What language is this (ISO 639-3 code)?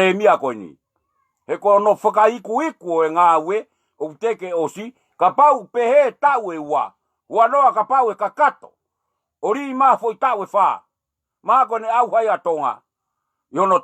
ton